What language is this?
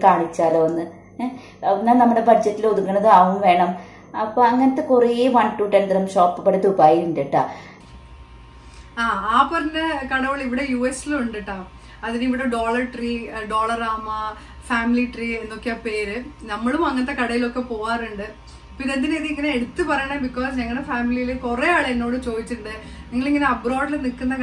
Malayalam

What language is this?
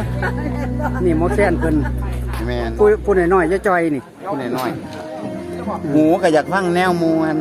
Northeastern Thai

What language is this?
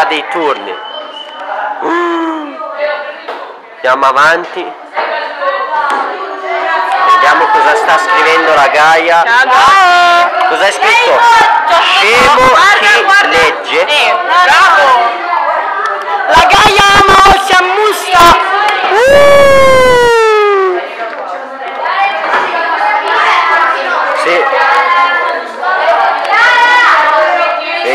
Italian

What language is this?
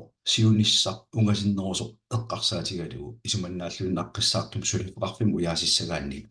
Kalaallisut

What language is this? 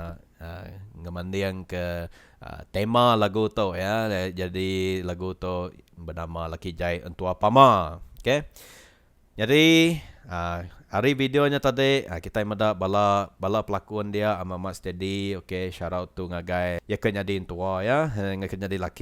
Iban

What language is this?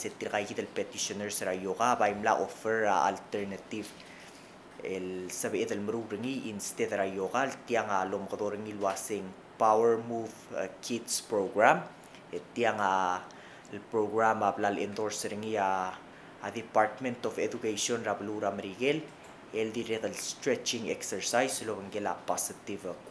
Palauan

